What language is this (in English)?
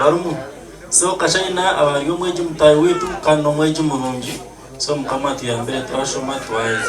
Nyankole